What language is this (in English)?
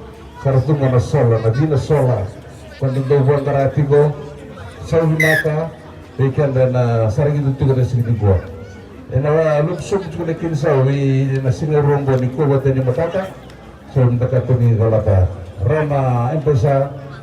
Fijian